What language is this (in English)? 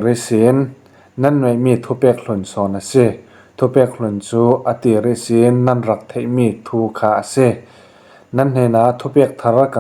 Falam Chin